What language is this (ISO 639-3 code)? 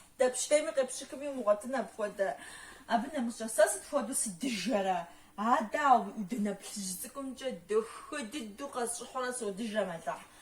kbd